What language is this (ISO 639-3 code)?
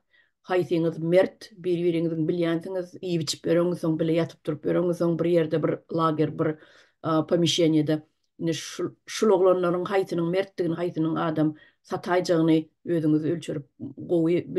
tuk